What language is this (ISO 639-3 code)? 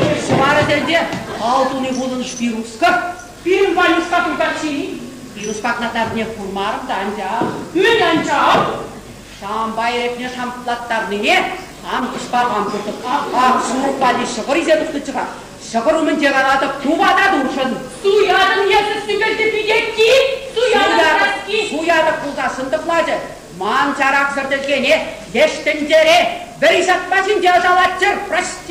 chv